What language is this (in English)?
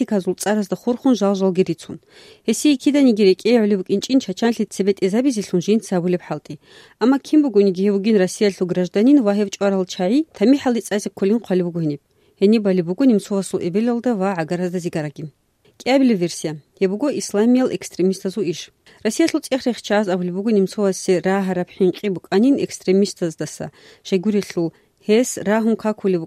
Avaric